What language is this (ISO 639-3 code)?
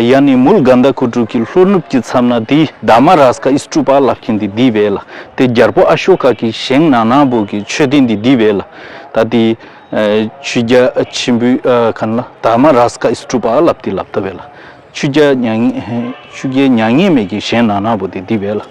bod